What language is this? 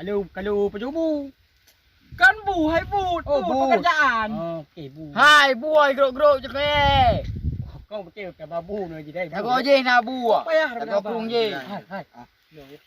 Achinese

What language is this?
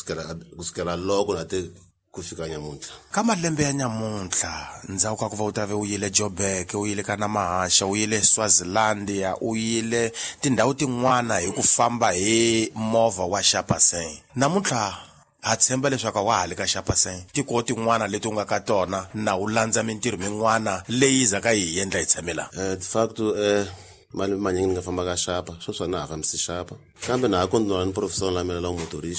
Tsonga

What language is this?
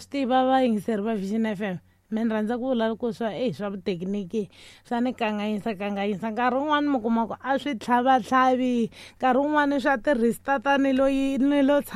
Tsonga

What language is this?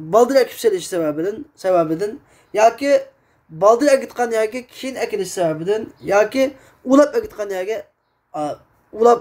Uyghur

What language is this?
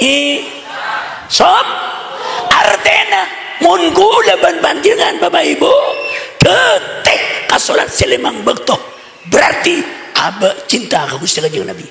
Madurese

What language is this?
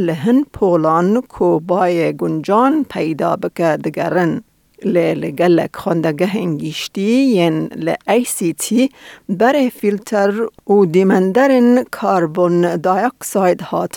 Kurdish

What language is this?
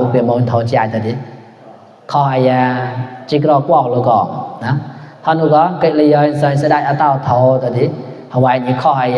Mon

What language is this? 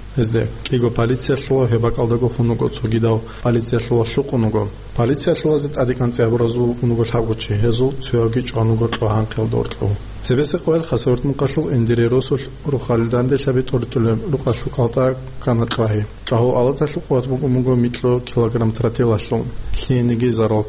Avaric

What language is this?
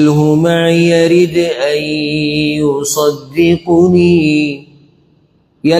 Pashto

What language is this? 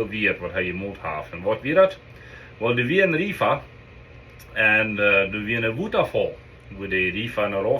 Plautdietsch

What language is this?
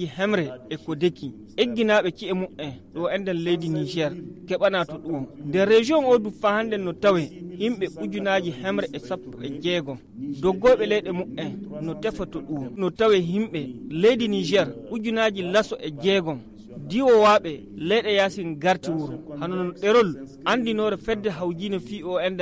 Nigerian Fulfulde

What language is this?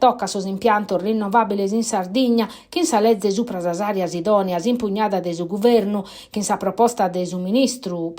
Sardinian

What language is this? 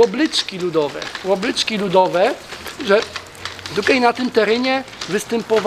Silesian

